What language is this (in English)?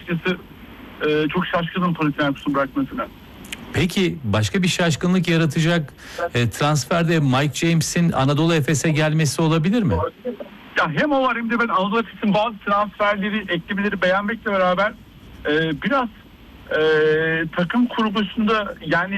Turkish